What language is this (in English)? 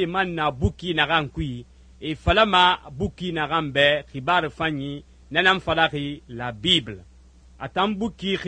Susu